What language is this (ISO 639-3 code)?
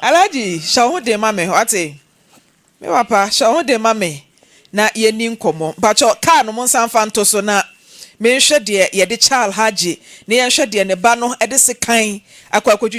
aka